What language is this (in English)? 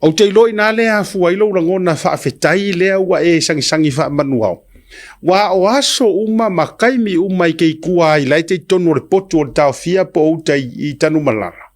Samoan